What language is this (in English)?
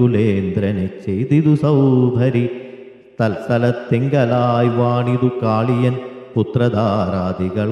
Malayalam